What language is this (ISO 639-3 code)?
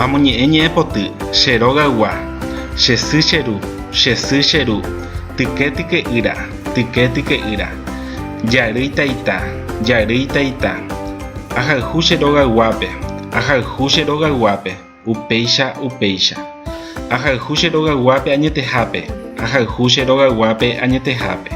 grn